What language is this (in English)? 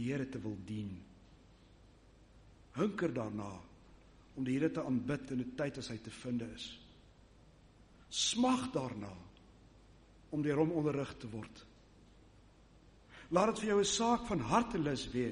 Afrikaans